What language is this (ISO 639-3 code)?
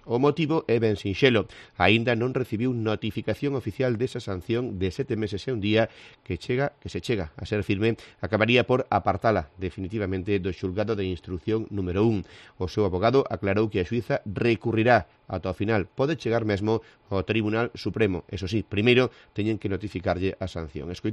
glg